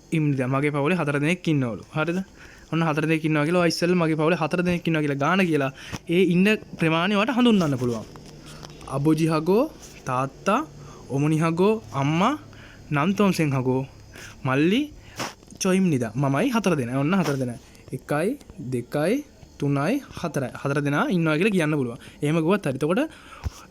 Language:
Sinhala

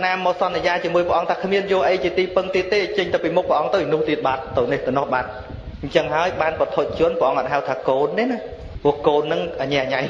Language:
Khmer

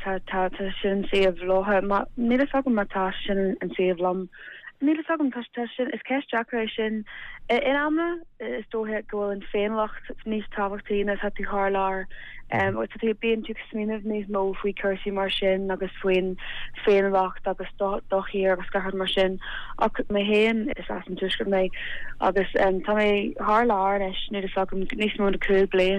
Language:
Irish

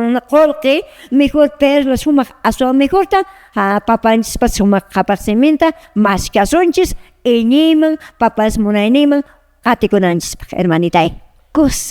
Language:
Quechua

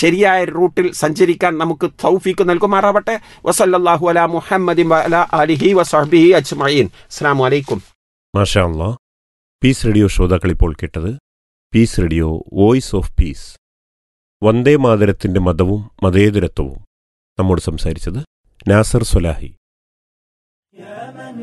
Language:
Malayalam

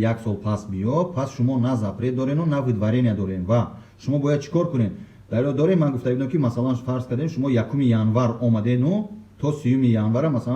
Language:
Tajik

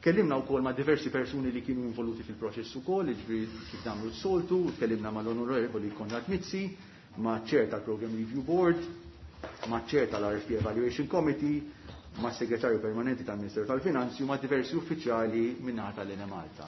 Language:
Maltese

